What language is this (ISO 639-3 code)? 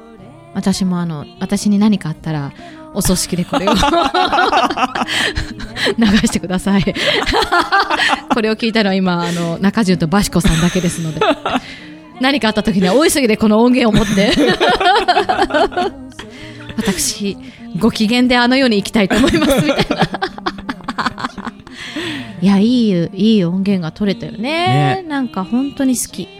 jpn